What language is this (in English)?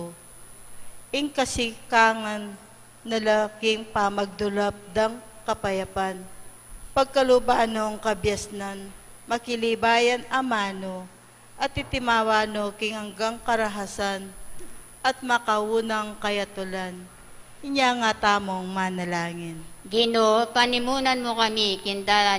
Pampanga